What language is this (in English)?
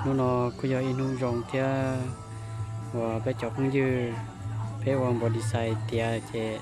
Hmong